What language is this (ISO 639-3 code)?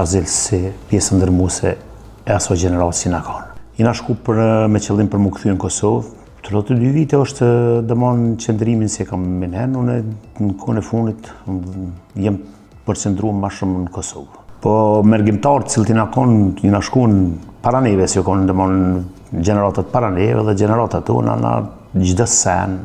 sqi